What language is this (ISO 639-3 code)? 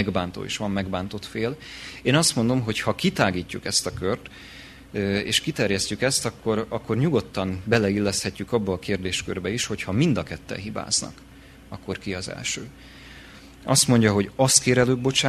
hun